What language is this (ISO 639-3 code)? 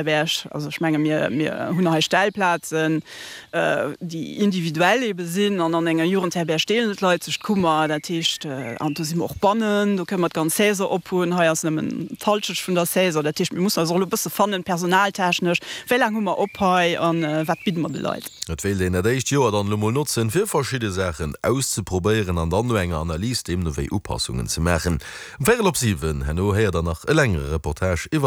ltz